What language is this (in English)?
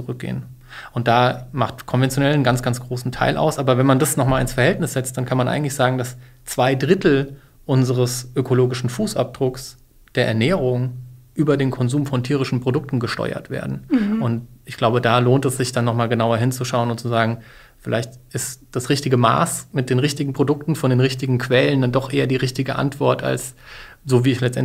German